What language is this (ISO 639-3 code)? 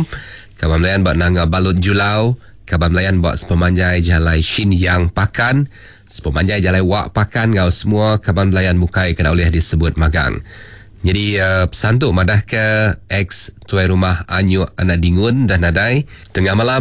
iba